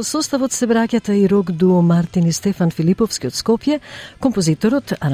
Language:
Macedonian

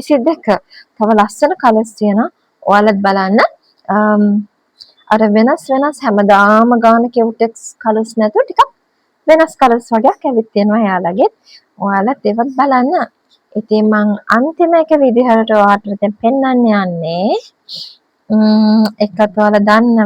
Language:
Sinhala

